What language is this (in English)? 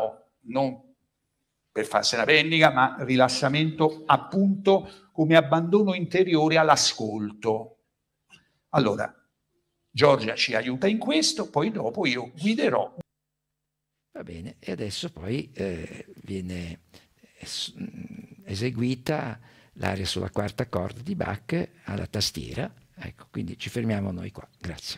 Italian